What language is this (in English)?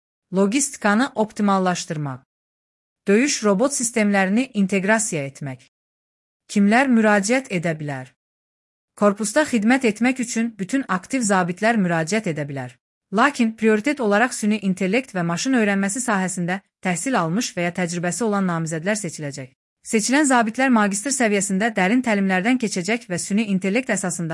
Azerbaijani